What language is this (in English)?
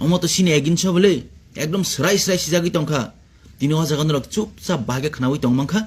Kok Borok